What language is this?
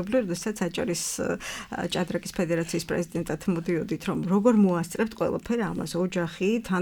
Georgian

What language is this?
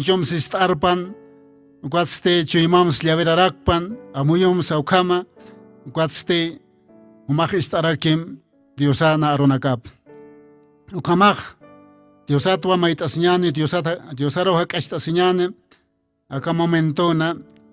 Aymara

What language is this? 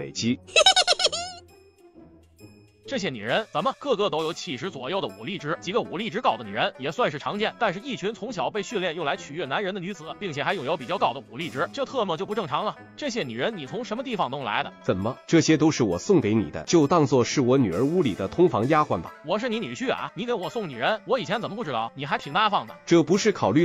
Chinese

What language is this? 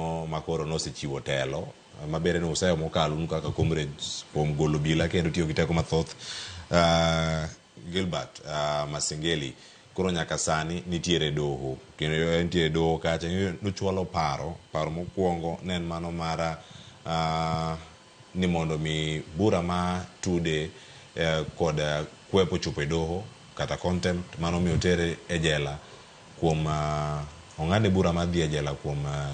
Luo (Kenya and Tanzania)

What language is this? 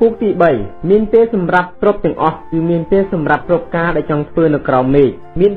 Khmer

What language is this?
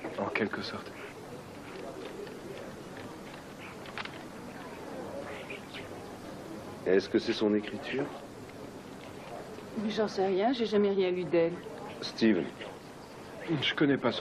French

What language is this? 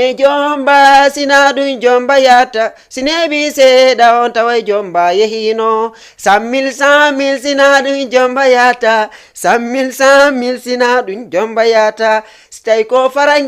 Fula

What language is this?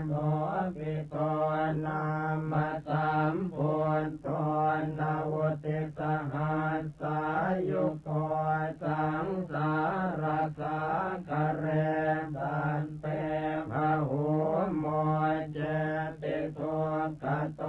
Pali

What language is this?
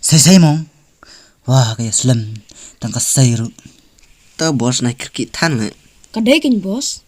Khasi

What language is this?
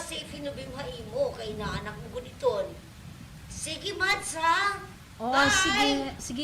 Waray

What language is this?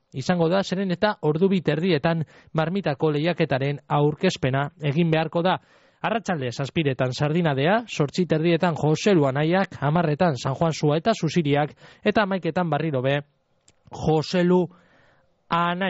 Basque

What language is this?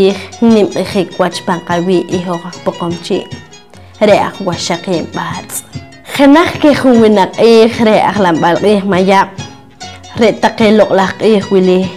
Poqomchi'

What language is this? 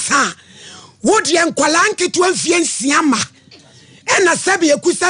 Akan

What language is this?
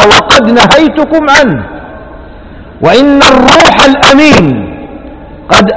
Arabic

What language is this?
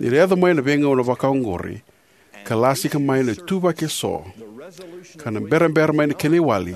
Fijian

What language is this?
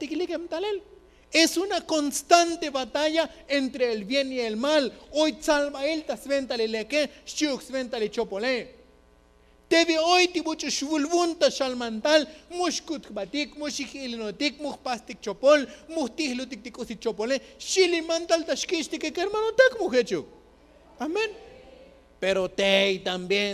Tzotzil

